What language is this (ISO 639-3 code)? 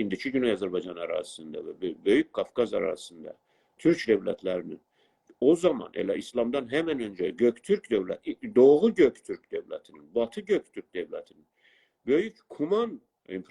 azb